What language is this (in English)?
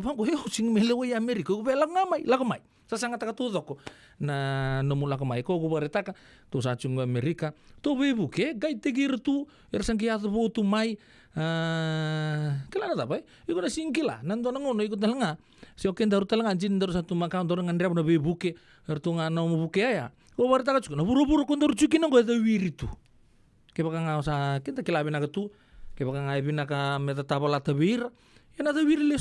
Fijian